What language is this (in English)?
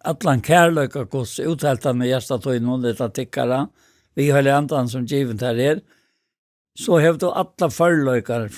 Faroese